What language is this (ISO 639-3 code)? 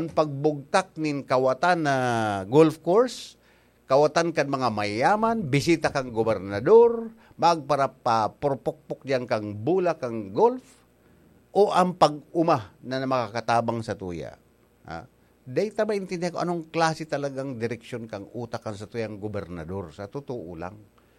bik